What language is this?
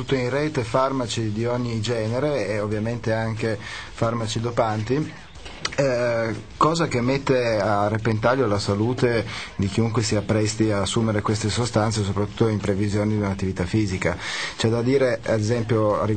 Italian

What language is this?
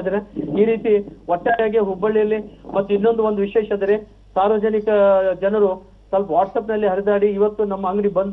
Kannada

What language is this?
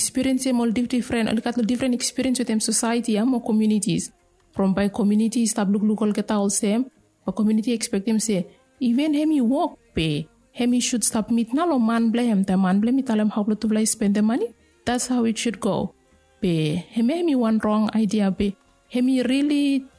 Bislama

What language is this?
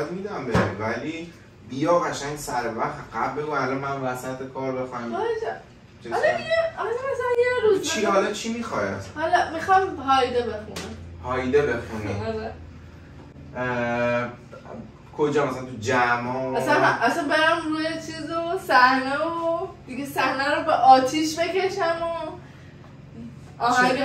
Persian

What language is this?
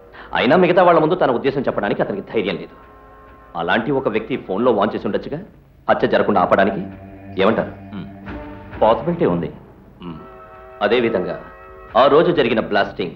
Telugu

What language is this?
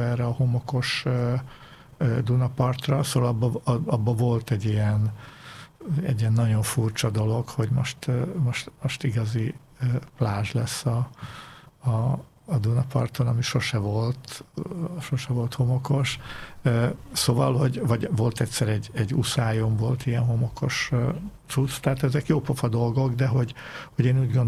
Hungarian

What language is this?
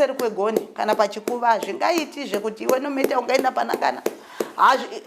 Shona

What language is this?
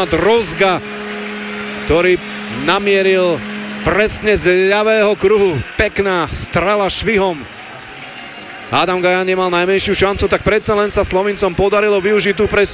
Slovak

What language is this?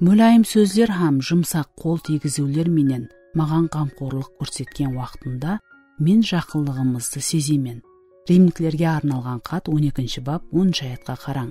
Kara-Kalpak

